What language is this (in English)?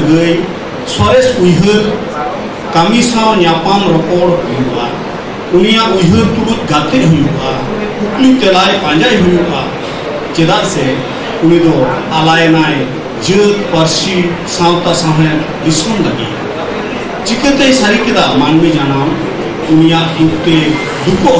Santali